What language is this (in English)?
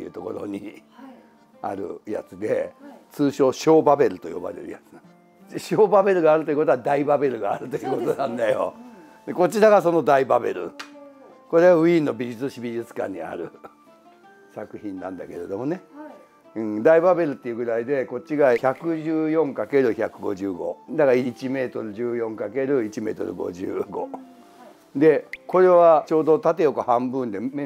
Japanese